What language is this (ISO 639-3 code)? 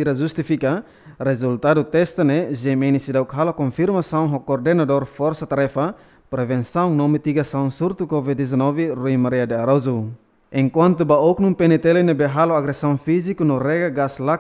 tet